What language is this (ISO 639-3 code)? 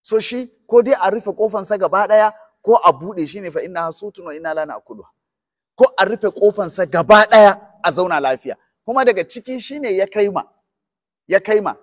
hau